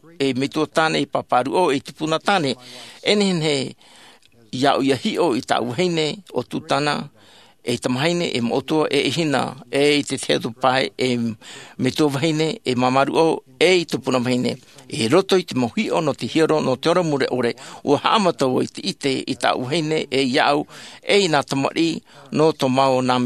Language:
Tahitian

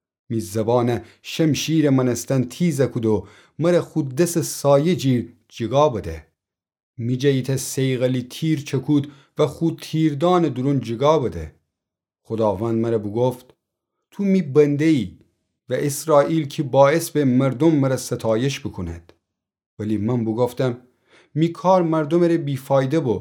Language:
Gilaki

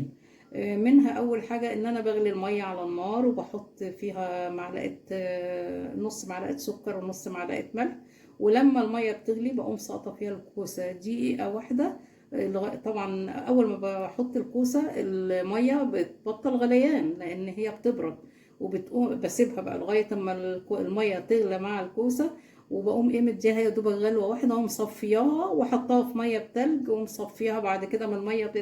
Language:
Egyptian Arabic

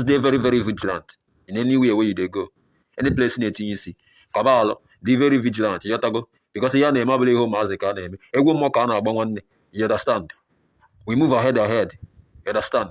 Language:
Nigerian Pidgin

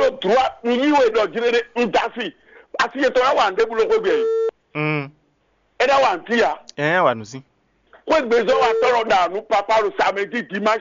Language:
Fon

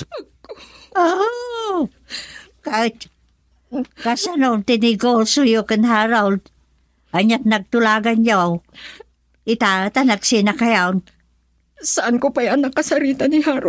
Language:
Iloko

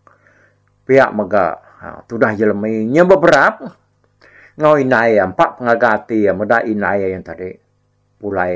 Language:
Iban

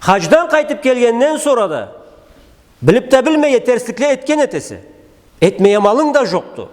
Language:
Karachay-Balkar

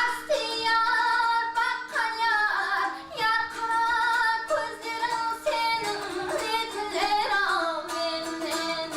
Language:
Kara-Kalpak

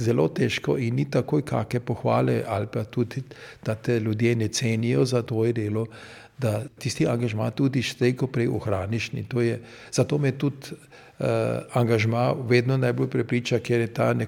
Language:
Slovenian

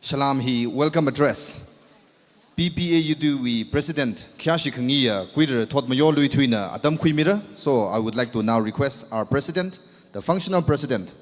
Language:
Tangkhul Naga (India)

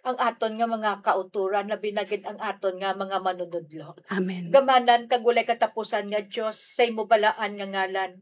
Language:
Hiligaynon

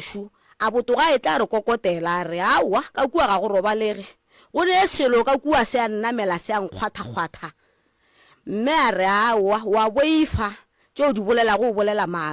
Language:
Northern Sotho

